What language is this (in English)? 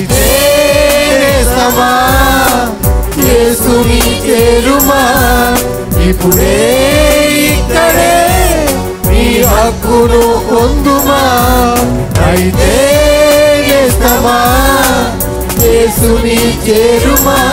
Telugu